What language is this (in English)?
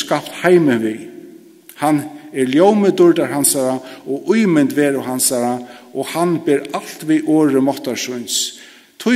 Faroese